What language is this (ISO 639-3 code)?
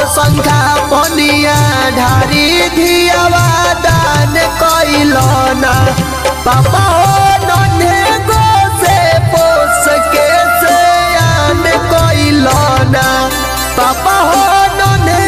bho